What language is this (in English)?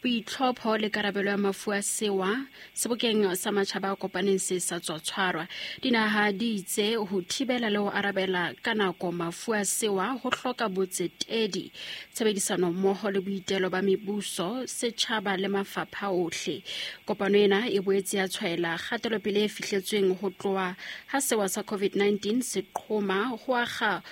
Southern Sotho